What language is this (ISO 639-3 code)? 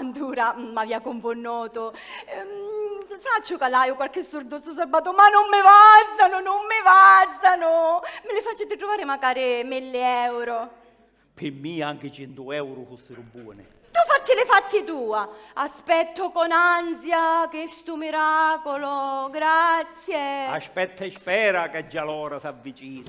scn